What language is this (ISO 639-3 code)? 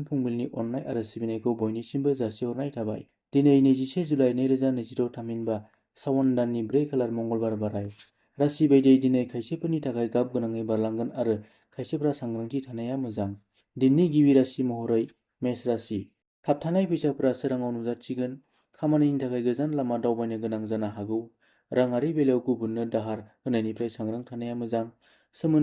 brx